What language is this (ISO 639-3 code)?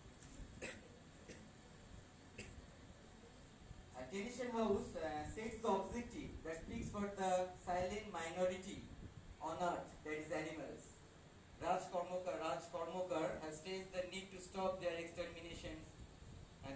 eng